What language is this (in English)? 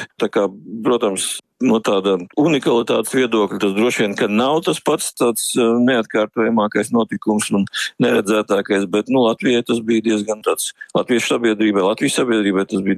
Latvian